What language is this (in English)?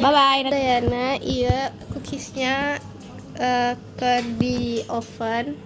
Sundanese